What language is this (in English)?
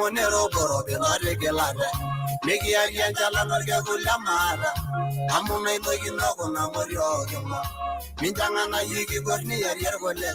Masai